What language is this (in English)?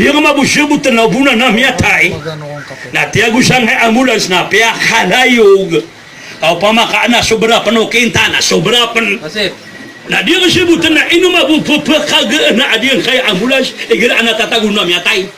Maranao